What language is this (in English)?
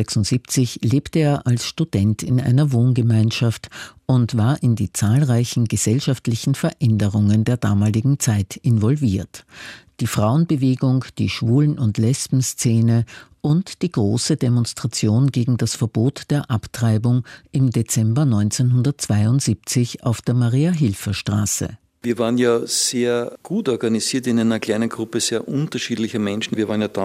German